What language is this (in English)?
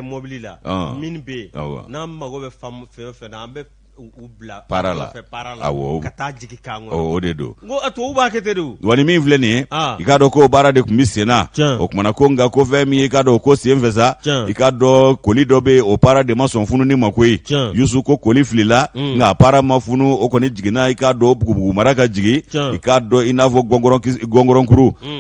Bambara